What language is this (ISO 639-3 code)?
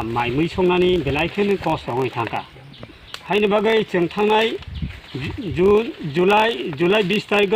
trp